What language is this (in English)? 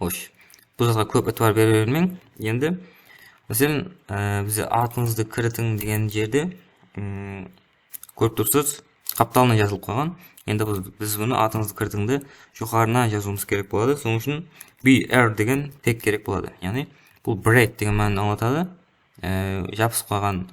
Kara-Kalpak